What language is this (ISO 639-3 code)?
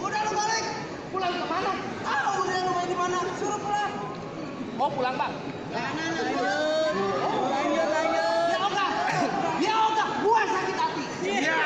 bew